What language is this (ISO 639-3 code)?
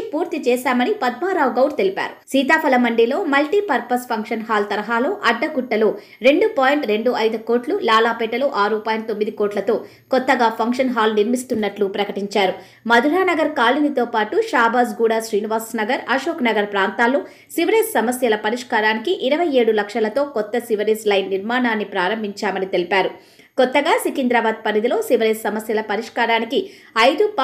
tel